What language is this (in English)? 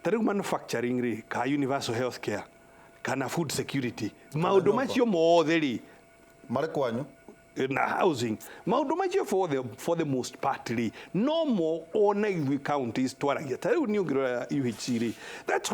Kikuyu